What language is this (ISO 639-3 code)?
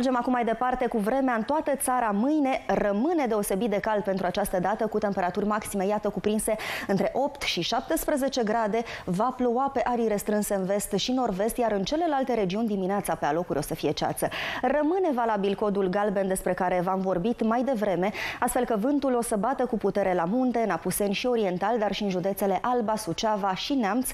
ron